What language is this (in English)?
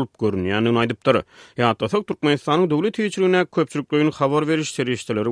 Turkmen